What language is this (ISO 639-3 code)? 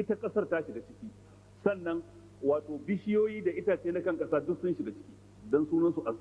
hau